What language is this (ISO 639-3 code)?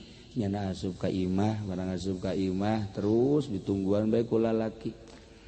sun